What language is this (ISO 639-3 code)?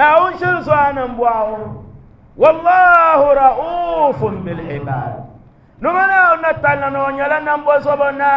dag